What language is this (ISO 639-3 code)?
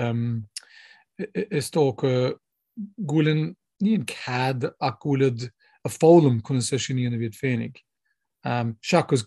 gle